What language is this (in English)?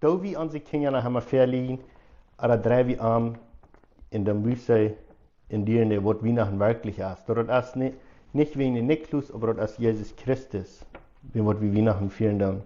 Plautdietsch